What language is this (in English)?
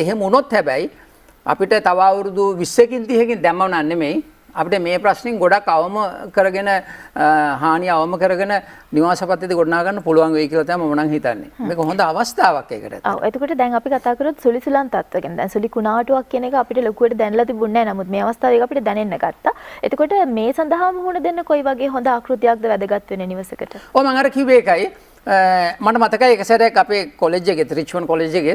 Sinhala